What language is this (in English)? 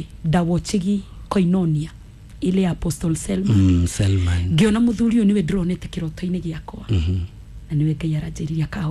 Kikuyu